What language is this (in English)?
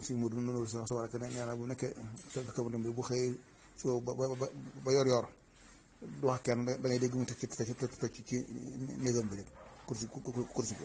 Wolof